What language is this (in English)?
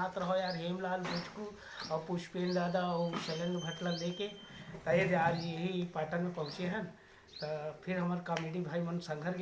Chhattisgarhi